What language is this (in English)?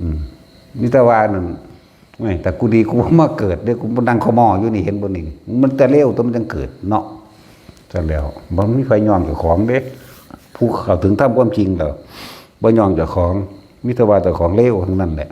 Northeastern Thai